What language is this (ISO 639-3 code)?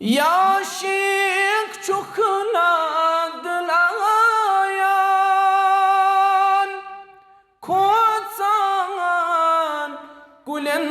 kas